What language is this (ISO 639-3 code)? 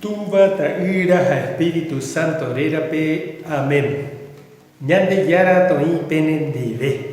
grn